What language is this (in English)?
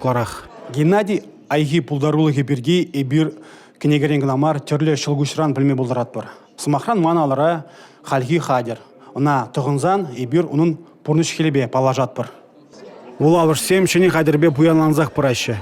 Chuvash